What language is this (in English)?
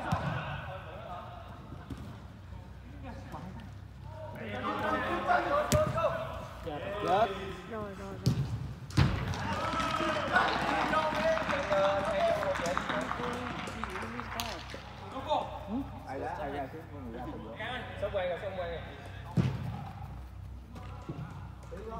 Vietnamese